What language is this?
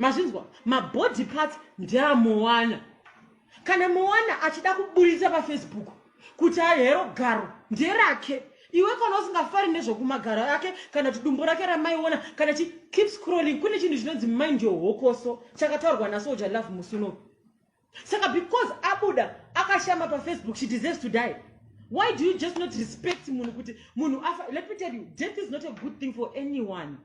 Shona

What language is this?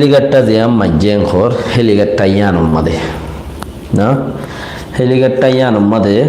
Rohingya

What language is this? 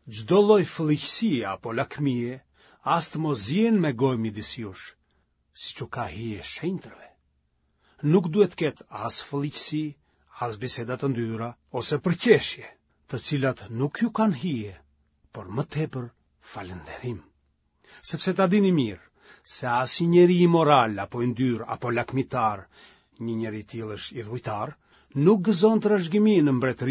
Albanian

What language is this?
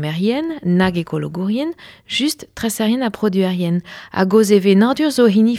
Breton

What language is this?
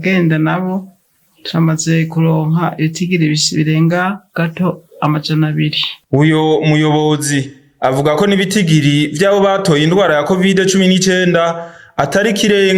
Rundi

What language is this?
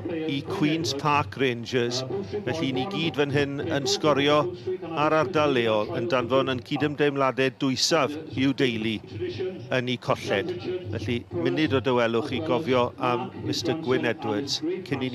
Welsh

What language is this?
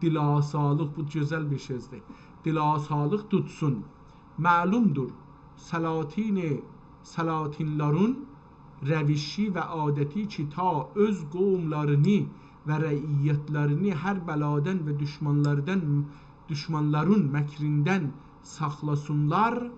South Azerbaijani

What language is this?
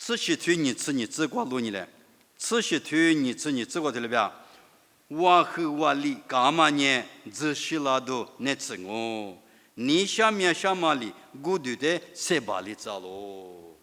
Lisu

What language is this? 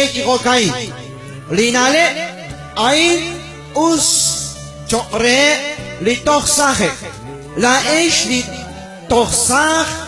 Kekchí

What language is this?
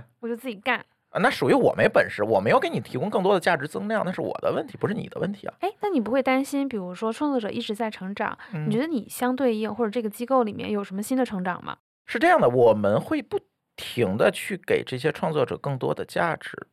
Chinese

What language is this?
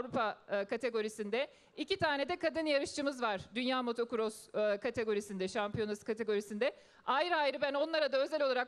Turkish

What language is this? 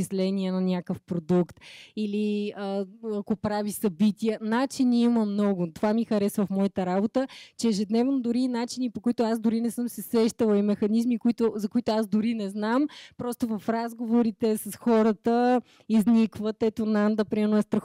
Bulgarian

